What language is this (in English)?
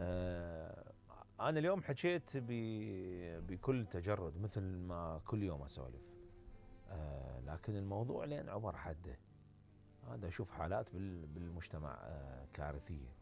Mesopotamian Arabic